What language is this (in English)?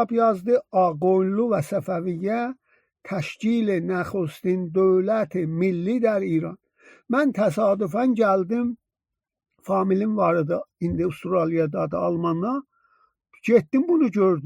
South Azerbaijani